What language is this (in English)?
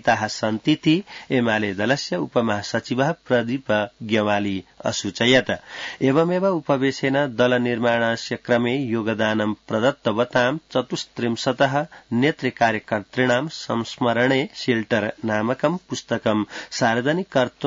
Sanskrit